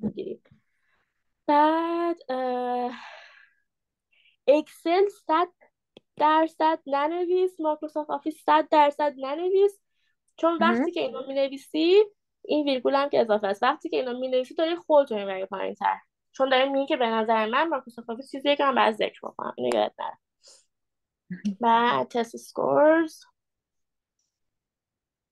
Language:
Persian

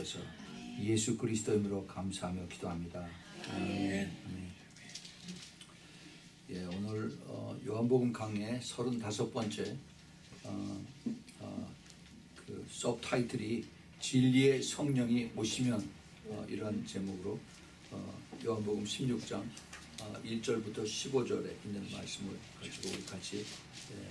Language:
Korean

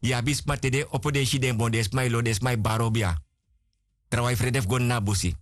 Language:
Sranan Tongo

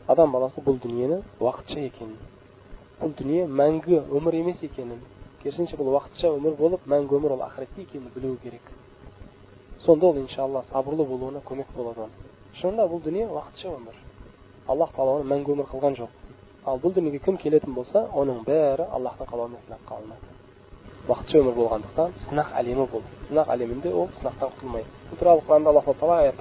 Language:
Kazakh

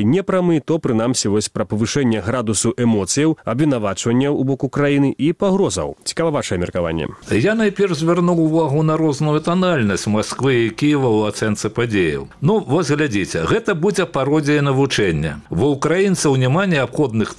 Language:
Belarusian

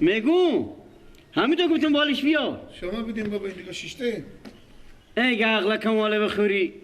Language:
Persian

